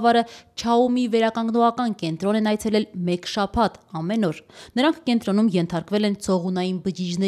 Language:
Armenian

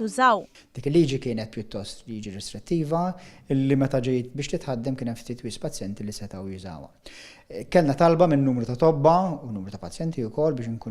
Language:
Maltese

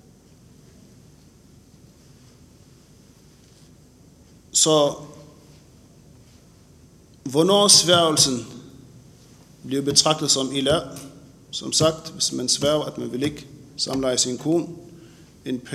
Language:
Danish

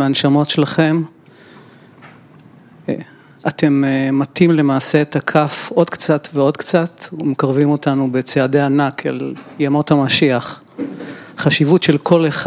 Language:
Hebrew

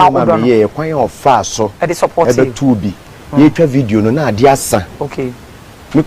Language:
Akan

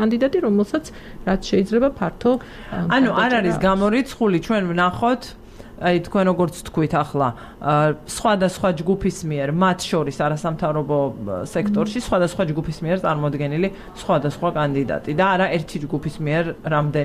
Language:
Georgian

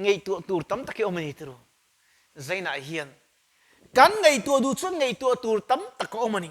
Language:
Mizo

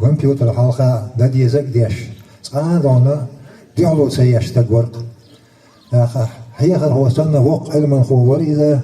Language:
Chechen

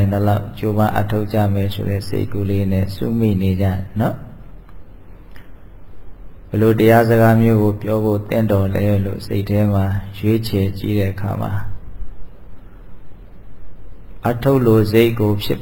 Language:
Burmese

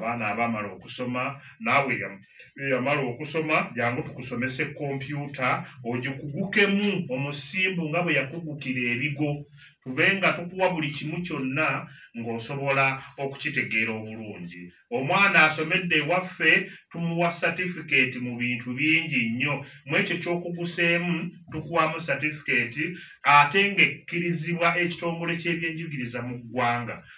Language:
Ganda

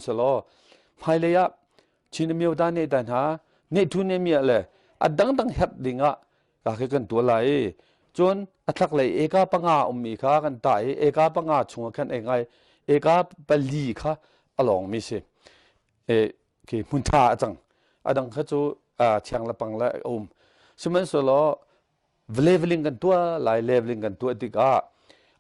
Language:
Hakha Chin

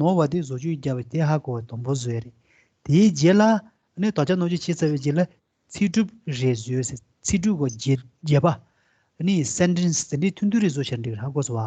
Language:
Tibetan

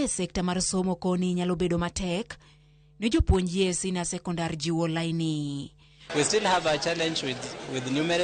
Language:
Luo (Kenya and Tanzania)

